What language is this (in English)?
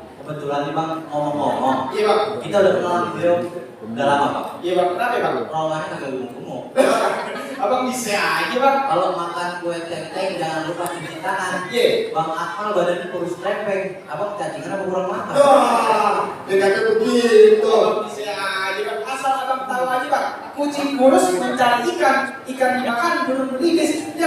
Betawi